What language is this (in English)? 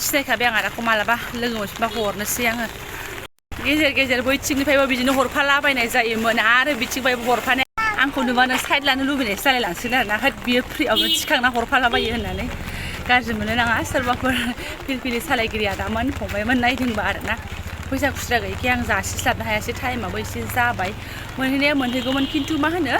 Bodo